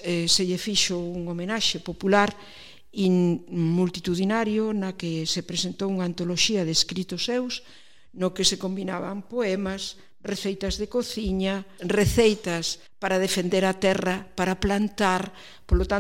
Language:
Galician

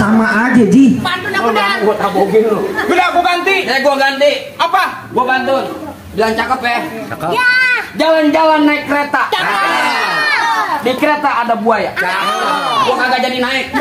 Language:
Betawi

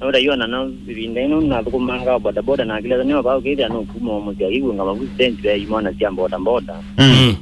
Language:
Kamba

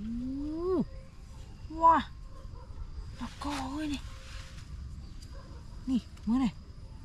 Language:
Vietnamese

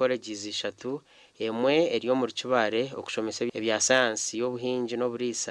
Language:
Nyankole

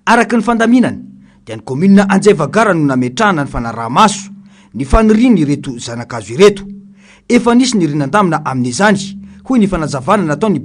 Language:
Malagasy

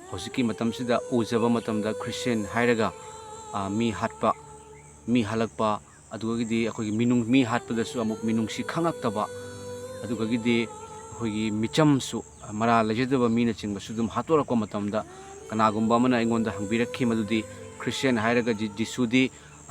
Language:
Manipuri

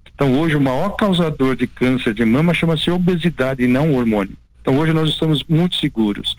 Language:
Portuguese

